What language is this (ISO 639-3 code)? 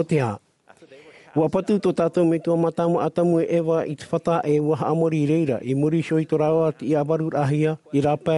tah